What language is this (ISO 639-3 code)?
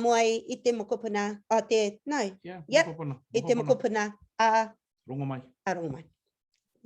mri